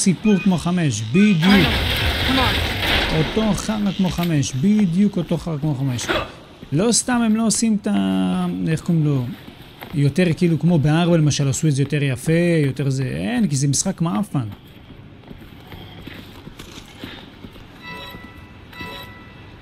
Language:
Hebrew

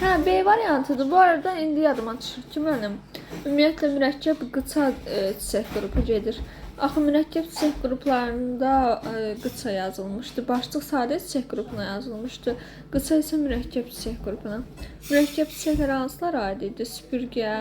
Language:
Azerbaijani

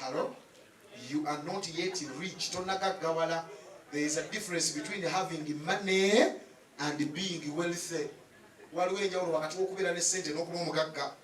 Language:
Ganda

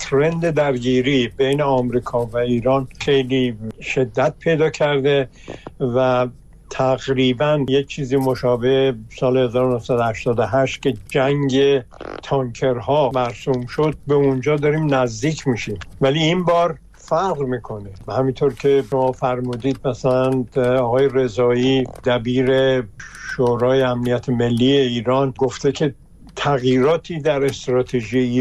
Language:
Persian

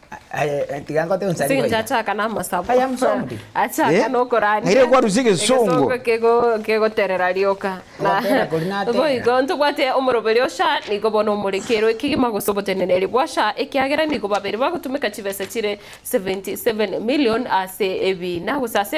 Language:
Gusii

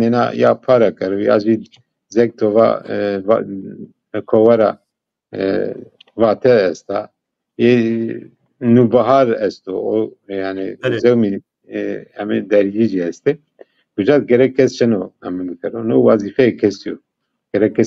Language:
Zaza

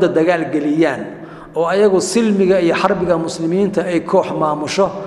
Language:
Somali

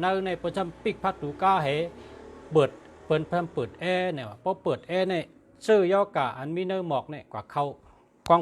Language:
Shan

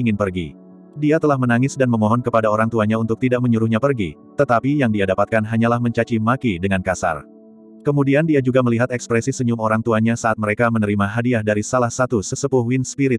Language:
Indonesian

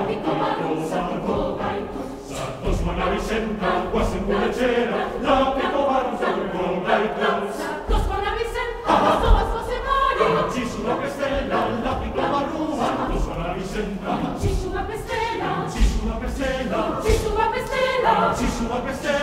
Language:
Basque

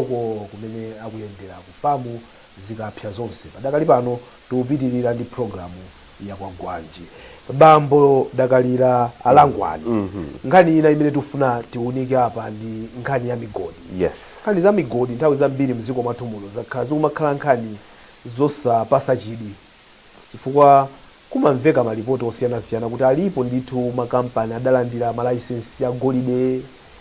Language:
Nyanja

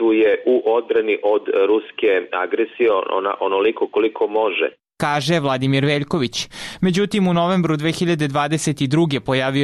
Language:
Serbian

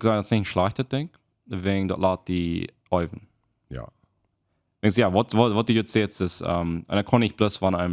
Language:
Plautdietsch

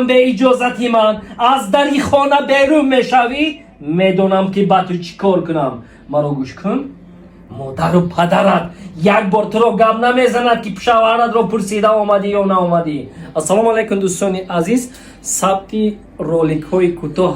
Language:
Tajik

